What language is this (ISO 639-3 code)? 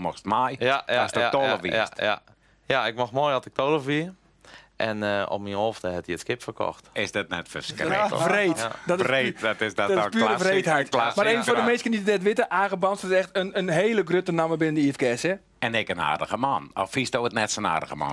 fry